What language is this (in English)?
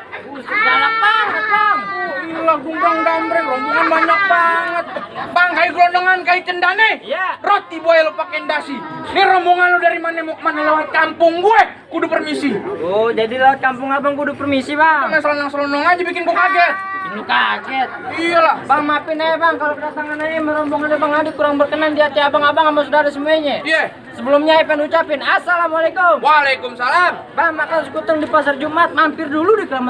Betawi